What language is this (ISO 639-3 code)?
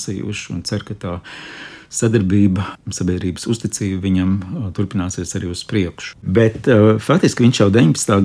lav